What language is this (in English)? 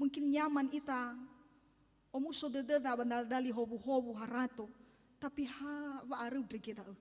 Nias